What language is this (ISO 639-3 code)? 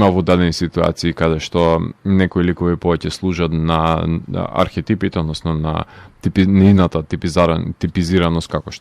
mkd